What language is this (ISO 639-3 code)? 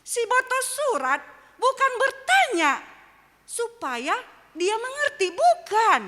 bts